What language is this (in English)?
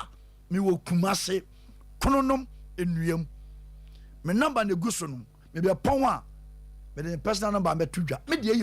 Akan